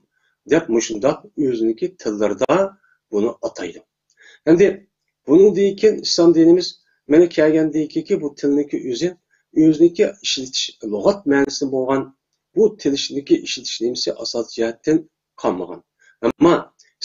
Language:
Uyghur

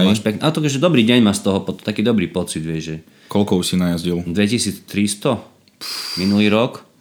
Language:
Slovak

